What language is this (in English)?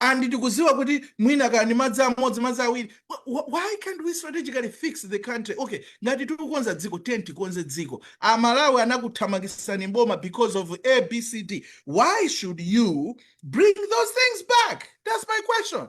Nyanja